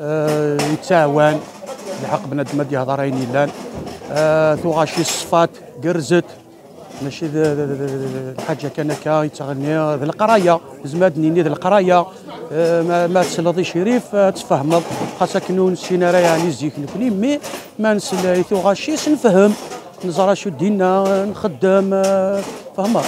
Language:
Algerian Arabic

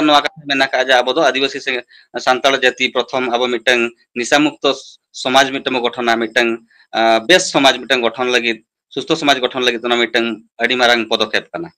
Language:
Santali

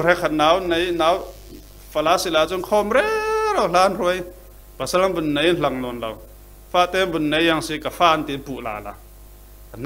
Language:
Falam Chin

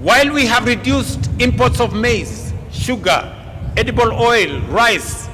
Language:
Kamba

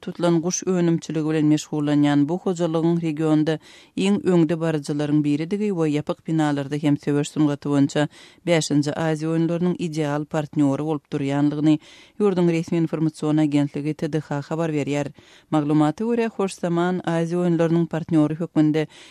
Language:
Turkmen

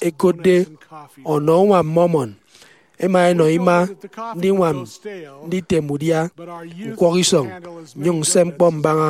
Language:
Efik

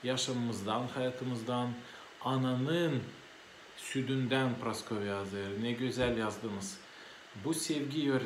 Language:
Gagauz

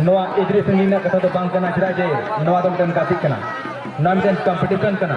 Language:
Santali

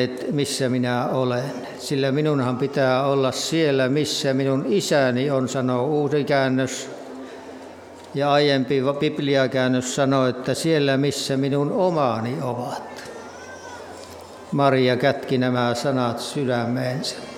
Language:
Finnish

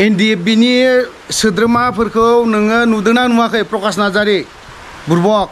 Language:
Bodo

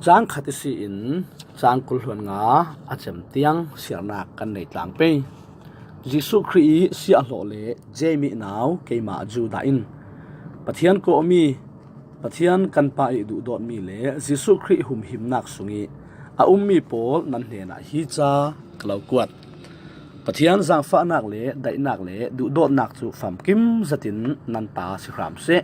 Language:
Falam Chin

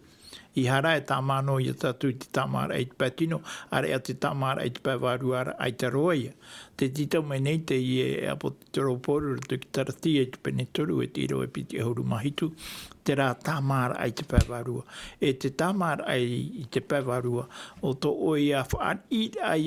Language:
Tahitian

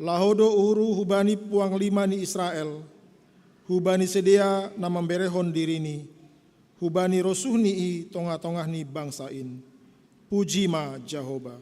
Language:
Batak Simalungun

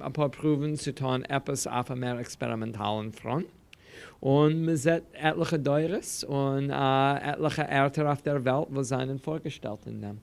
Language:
Yiddish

